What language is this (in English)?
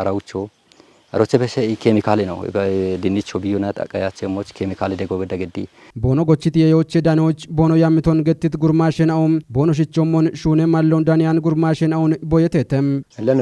Kafa